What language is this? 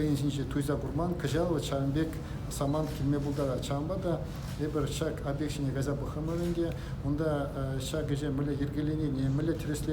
Chuvash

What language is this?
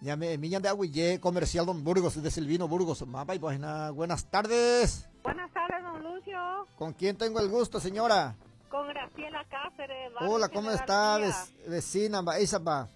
Guarani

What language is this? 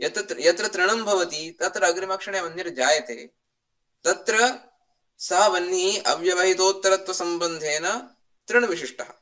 Sanskrit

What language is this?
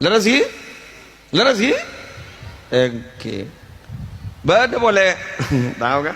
Madurese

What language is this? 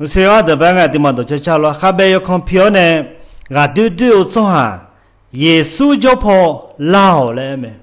Akha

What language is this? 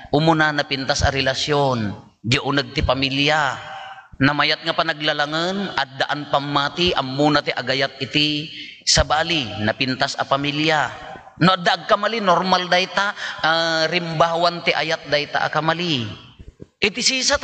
Iloko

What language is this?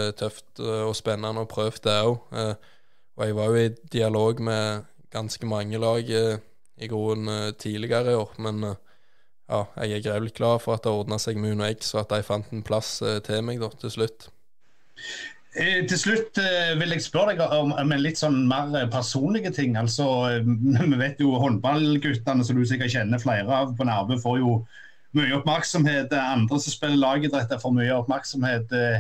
Norwegian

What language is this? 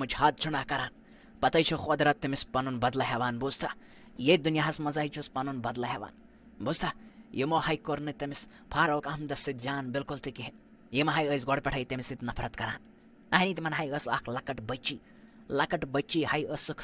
Kashmiri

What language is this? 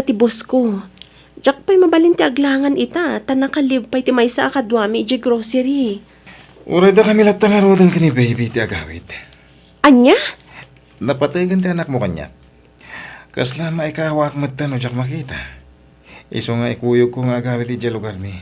Iloko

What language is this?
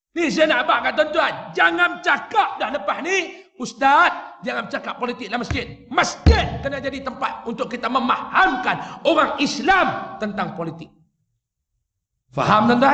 Malay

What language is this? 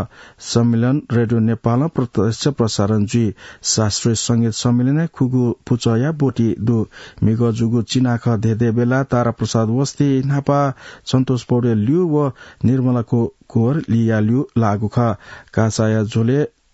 Newari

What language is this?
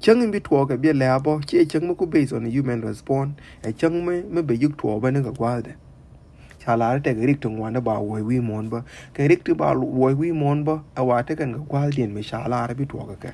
Nuer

